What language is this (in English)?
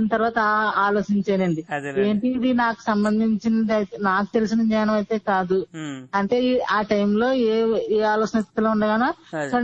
Telugu